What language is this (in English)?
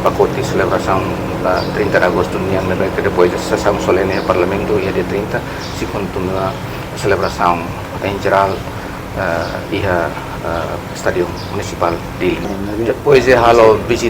Tetum